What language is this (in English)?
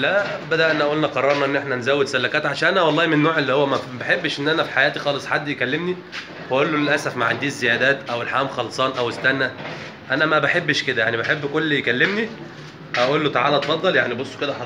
Egyptian Arabic